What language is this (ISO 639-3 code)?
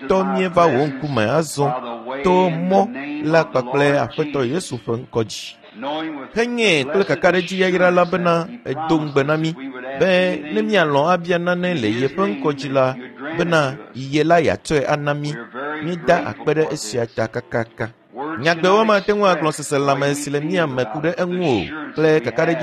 ewe